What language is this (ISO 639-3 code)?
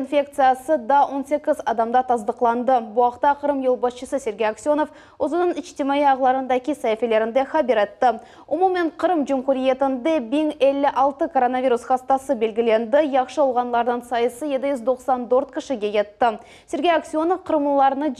crh